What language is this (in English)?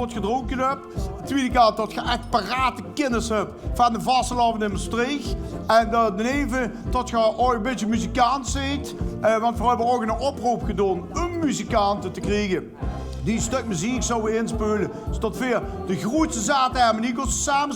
Limburgish